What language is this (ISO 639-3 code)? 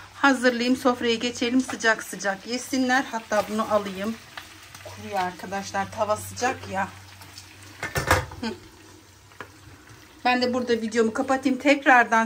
tur